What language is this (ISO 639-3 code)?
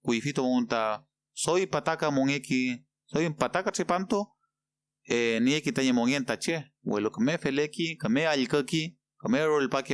arn